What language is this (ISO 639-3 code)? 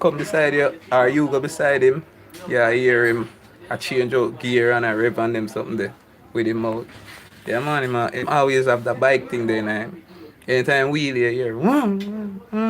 jam